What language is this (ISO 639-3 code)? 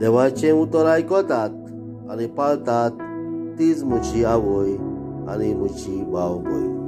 kok